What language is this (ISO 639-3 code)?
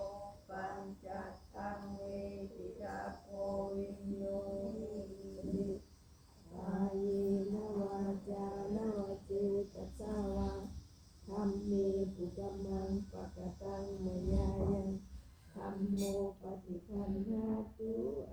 pli